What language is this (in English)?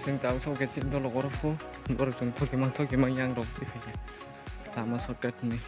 Kok Borok